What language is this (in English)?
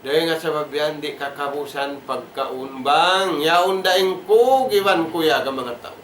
Tausug